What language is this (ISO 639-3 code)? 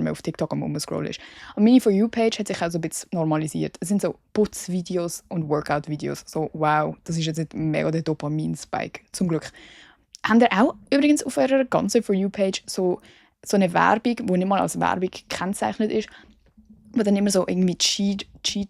gsw